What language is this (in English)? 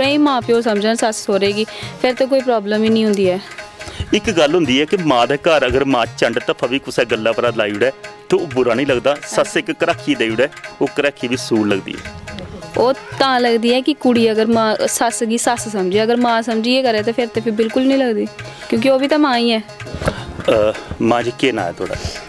Dogri